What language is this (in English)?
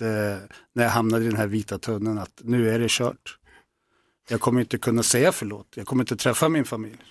Swedish